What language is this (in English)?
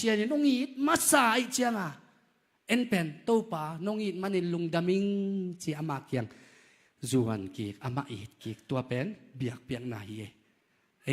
Tedim Chin